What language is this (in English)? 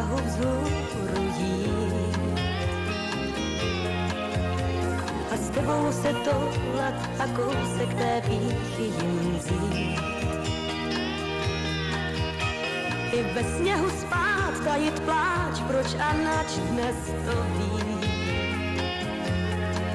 Czech